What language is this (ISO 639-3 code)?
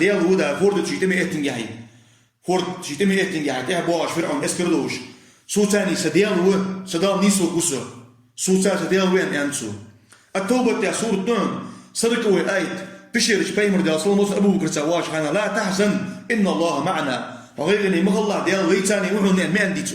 inh